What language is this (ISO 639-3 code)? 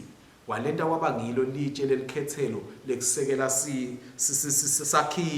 ssw